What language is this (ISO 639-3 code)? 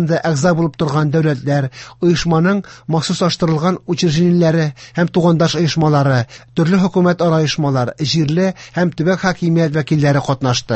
tat